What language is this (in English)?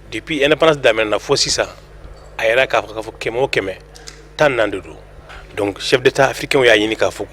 Bambara